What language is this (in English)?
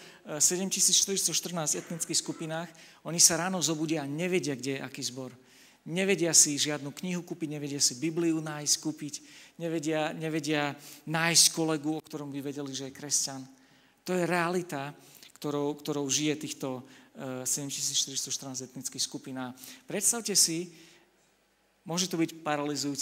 Slovak